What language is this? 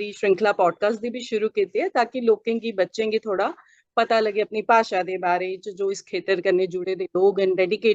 Dogri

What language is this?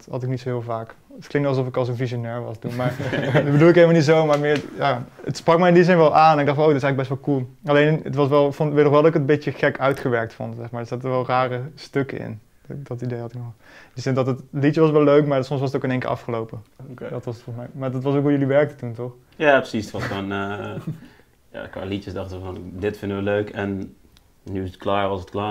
Dutch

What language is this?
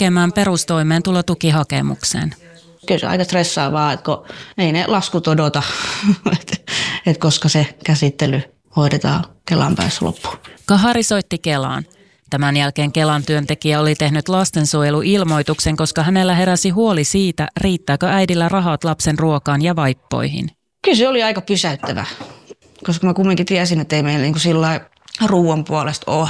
Finnish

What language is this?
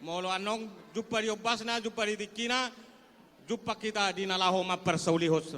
Batak Toba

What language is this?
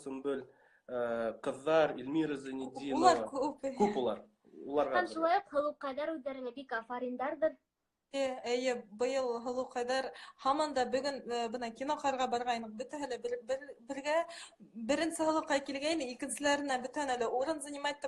Bashkir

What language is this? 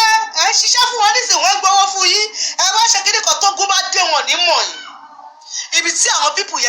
Yoruba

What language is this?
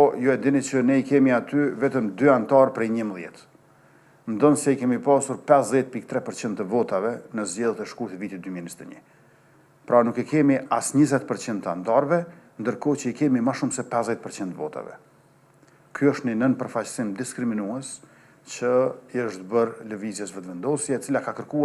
Albanian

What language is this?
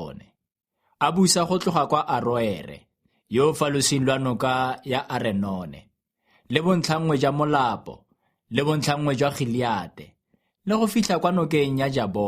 Tswana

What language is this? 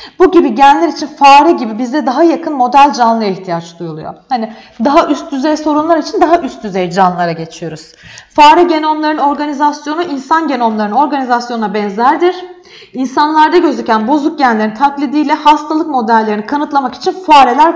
Turkish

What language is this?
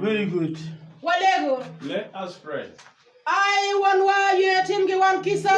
Acoli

